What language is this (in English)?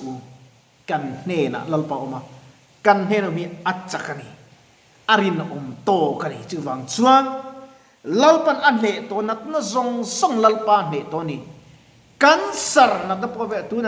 Mizo